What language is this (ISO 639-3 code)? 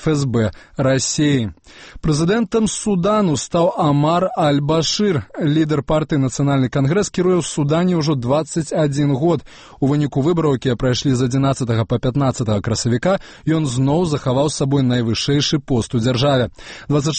bel